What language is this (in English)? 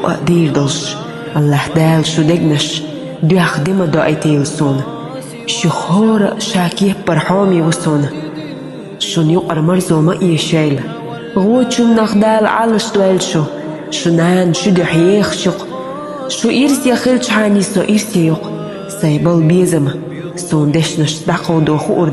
Chechen